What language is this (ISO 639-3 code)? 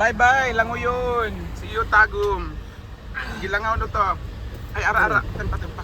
ceb